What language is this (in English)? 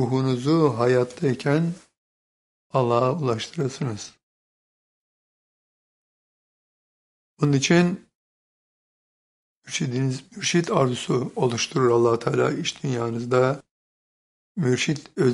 Turkish